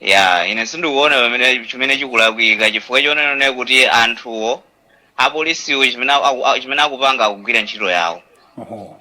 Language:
Nyanja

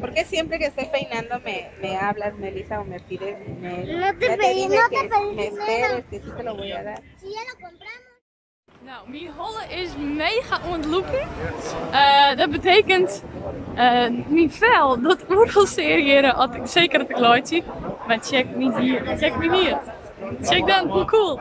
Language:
Western Frisian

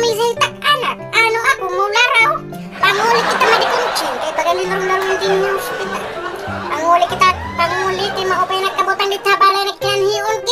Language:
Waray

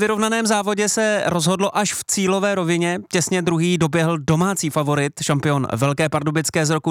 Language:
Czech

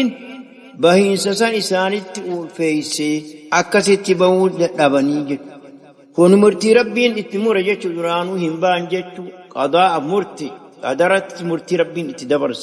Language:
Oromo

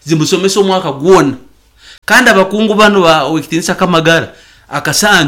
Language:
Nyankole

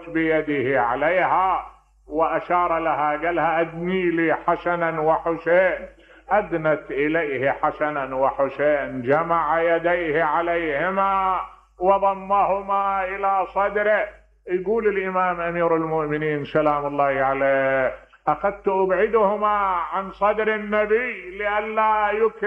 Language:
Mesopotamian Arabic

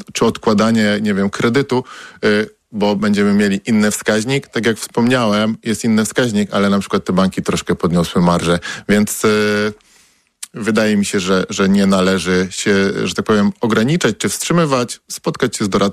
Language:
Polish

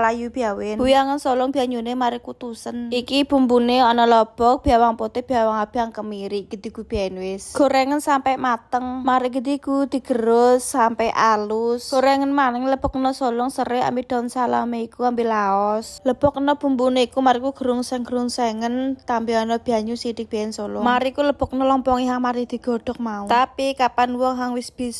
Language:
Javanese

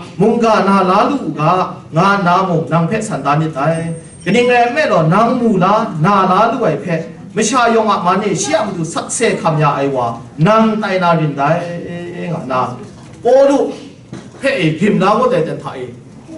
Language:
Kachin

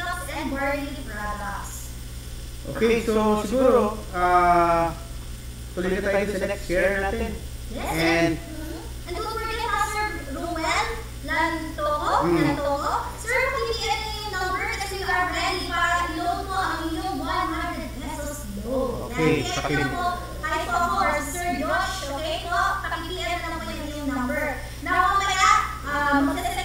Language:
Filipino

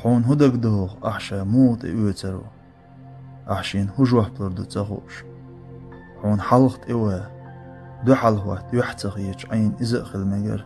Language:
Chechen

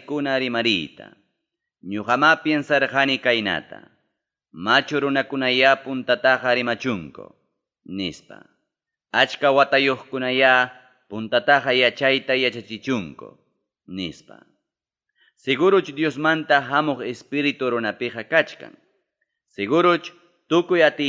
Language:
Ayacucho Quechua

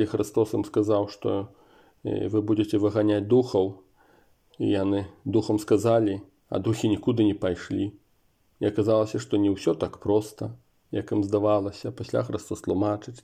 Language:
Belarusian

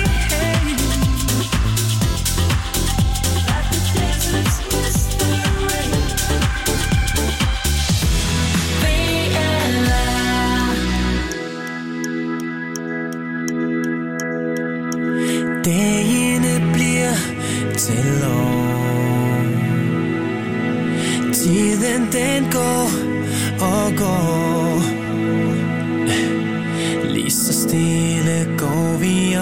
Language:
Danish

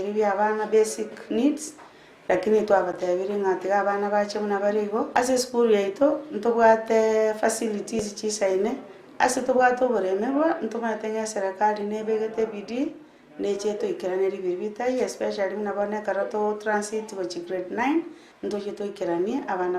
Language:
Gusii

